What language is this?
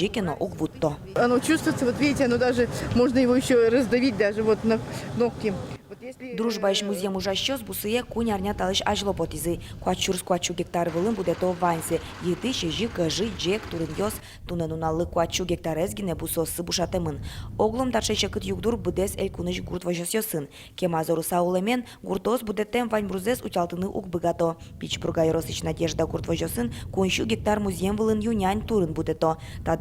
Udmurt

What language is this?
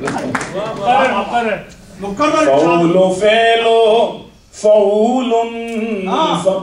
Urdu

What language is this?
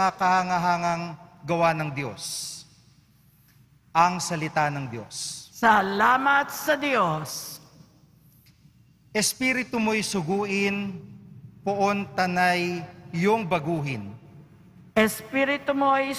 Filipino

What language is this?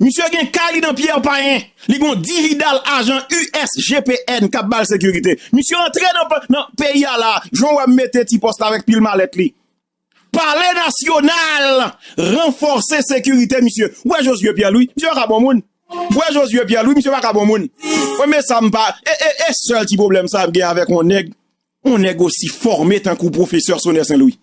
Haitian Creole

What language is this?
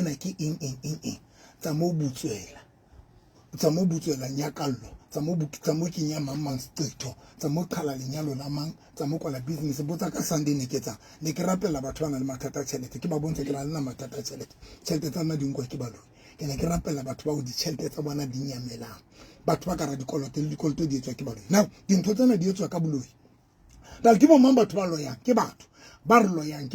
Southern Sotho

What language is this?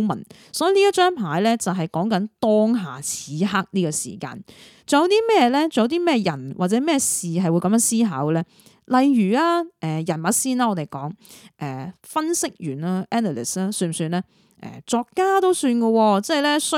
Cantonese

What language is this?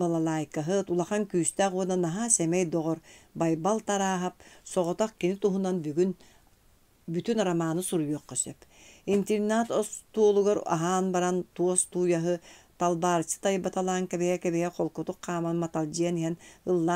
Yakut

